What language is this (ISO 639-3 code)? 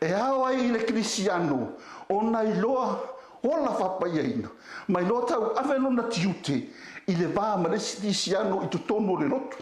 smo